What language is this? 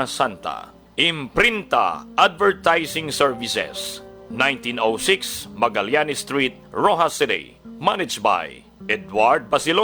Hiligaynon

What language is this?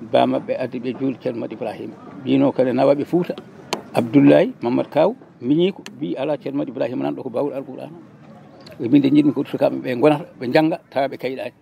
Fula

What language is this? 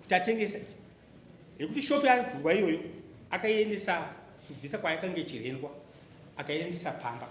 Shona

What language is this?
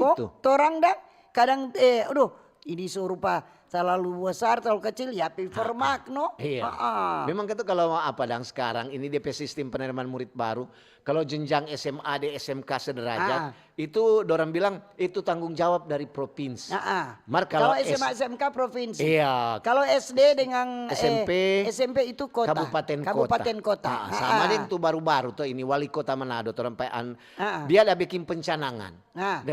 Manado Malay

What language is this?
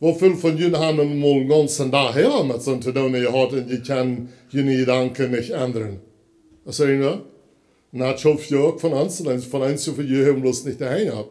Plautdietsch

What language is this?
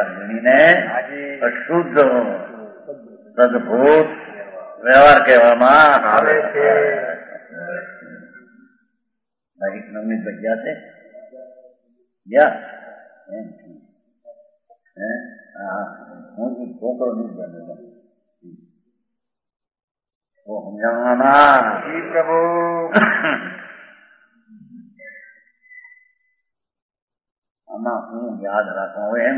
Gujarati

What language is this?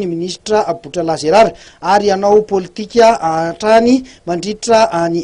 Malagasy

